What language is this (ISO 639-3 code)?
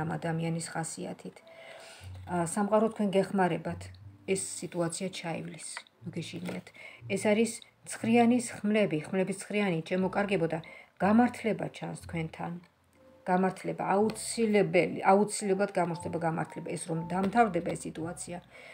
kat